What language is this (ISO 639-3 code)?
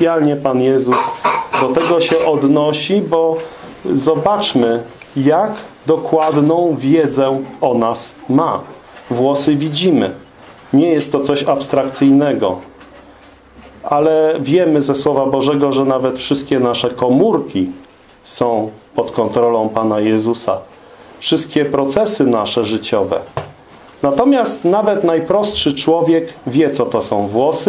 pol